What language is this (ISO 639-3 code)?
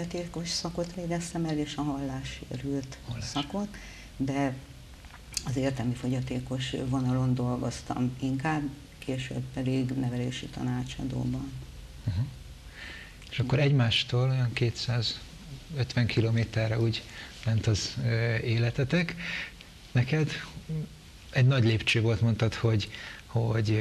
hun